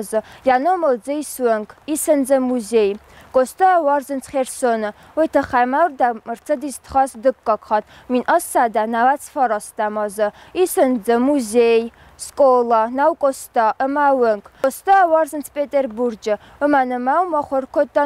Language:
Ossetic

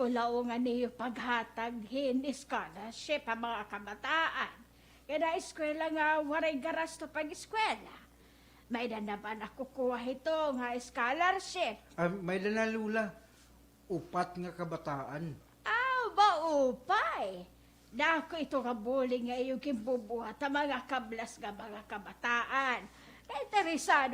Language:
Waray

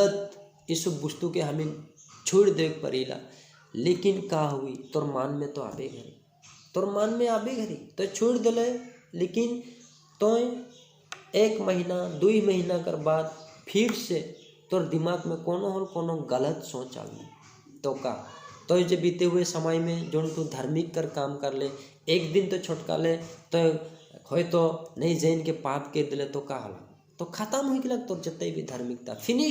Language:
Sadri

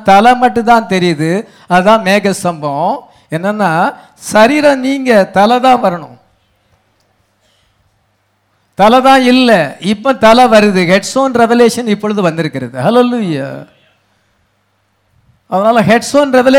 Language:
Tamil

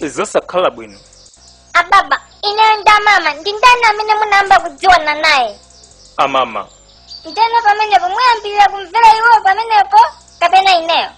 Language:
Nyanja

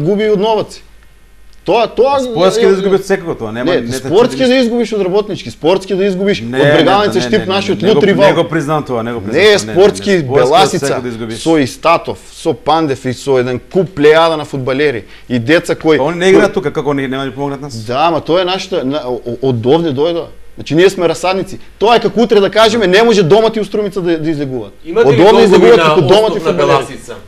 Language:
Macedonian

